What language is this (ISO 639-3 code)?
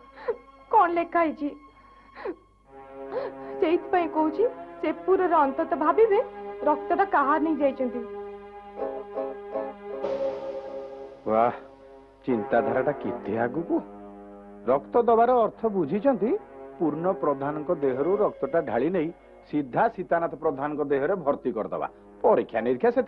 ori